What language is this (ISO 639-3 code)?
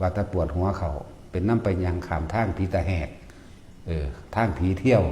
tts